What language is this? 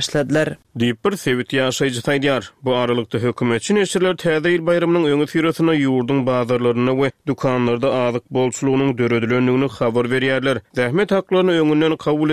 Turkmen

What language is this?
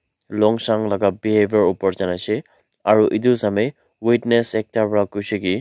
Naga Pidgin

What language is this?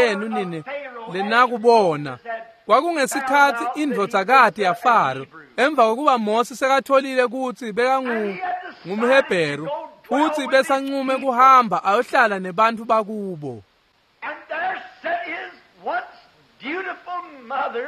Swati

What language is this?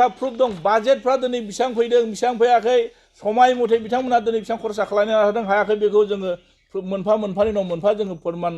Bodo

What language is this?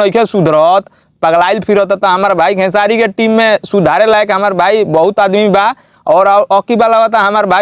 Bhojpuri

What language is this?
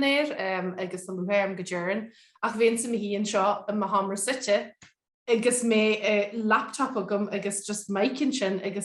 Irish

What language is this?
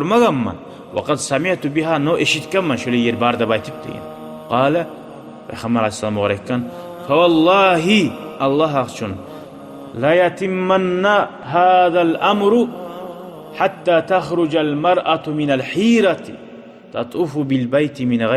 Kumyk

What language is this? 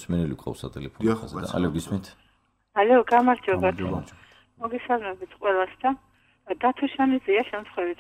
Georgian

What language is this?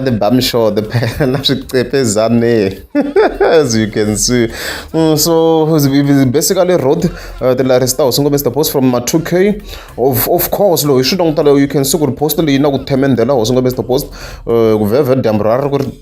Tsonga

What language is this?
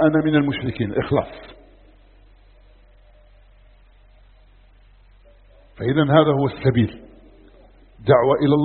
Arabic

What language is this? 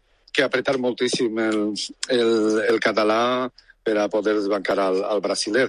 Catalan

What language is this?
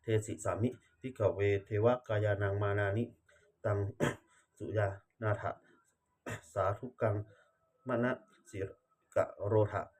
Pali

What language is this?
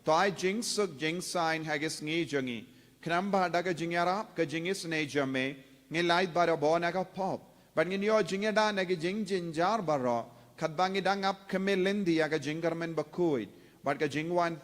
Khasi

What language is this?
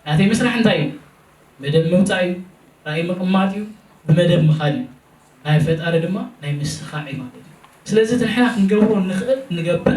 Tigrinya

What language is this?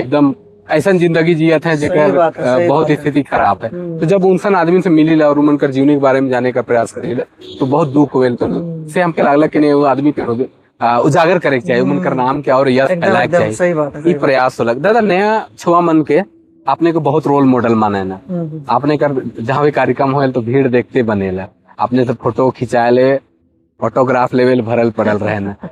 Sadri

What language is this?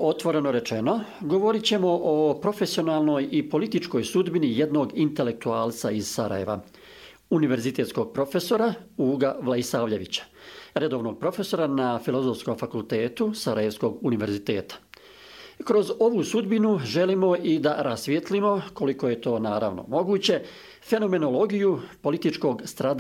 Bosnian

